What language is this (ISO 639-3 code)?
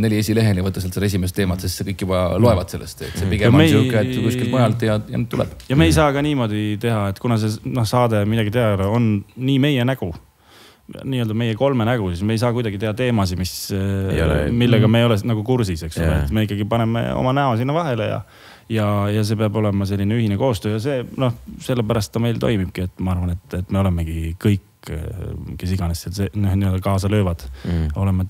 est